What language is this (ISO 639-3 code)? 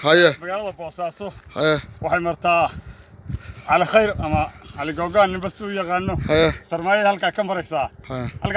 som